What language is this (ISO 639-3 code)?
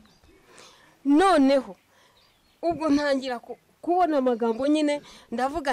kin